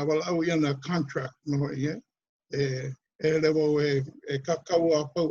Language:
Hawaiian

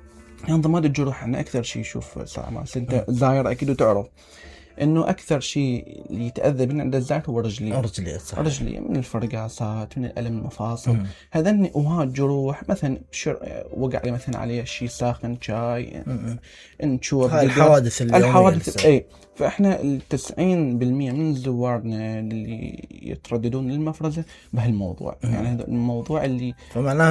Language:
Mesopotamian Arabic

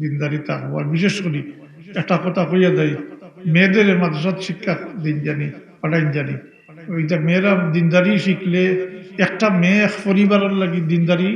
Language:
Sylheti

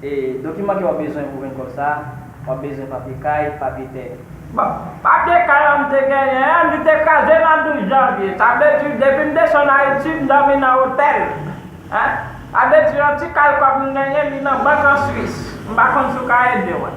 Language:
Haitian Creole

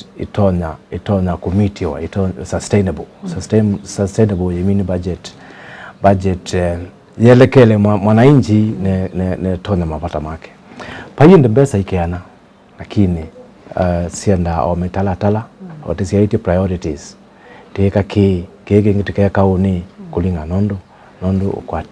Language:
Kamba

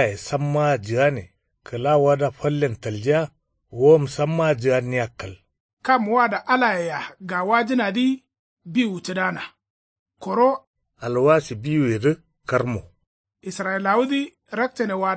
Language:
Kanuri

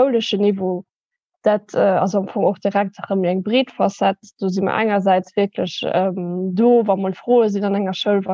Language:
Luxembourgish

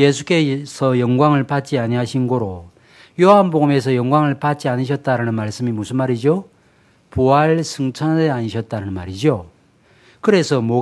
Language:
Korean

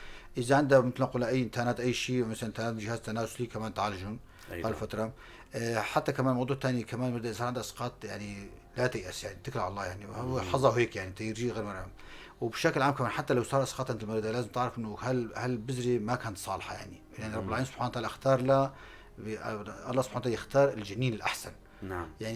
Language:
North Levantine Arabic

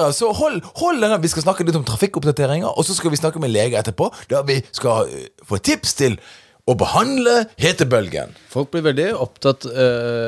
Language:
Norwegian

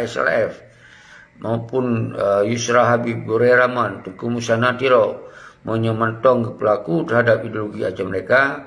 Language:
Achinese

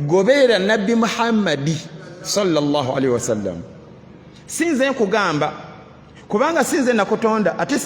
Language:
Ganda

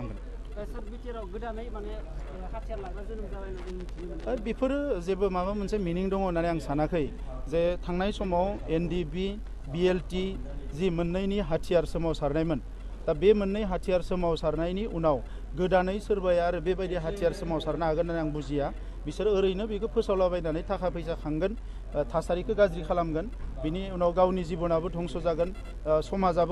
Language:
Bodo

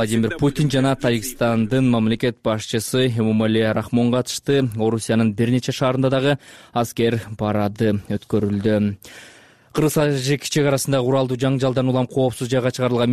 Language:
Kyrgyz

